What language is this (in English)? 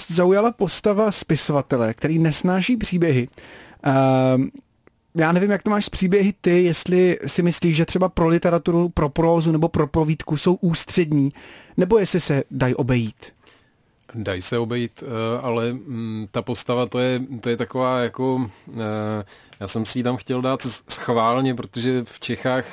Czech